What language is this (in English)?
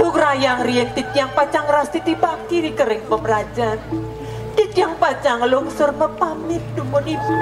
Balinese